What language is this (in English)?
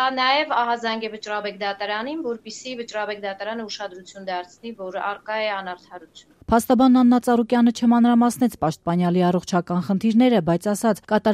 Armenian